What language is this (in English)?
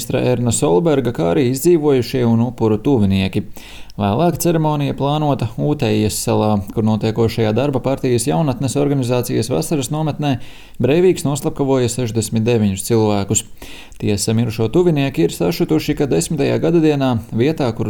Latvian